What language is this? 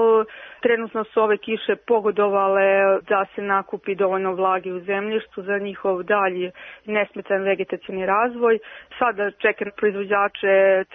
Serbian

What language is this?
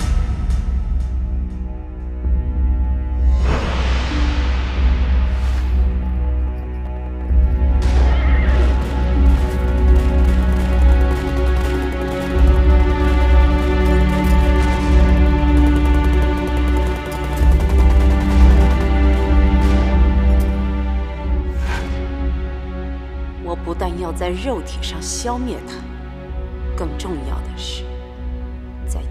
Chinese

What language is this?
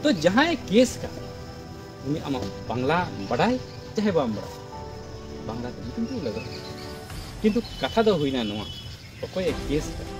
Santali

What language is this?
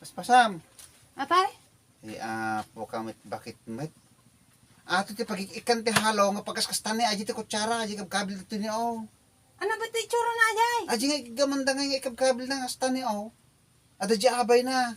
Iloko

